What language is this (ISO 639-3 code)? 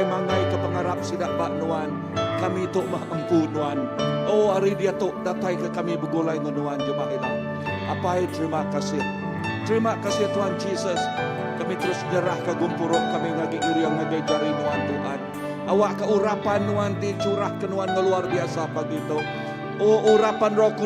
iba